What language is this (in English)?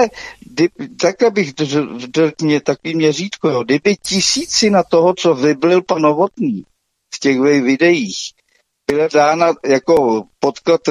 Czech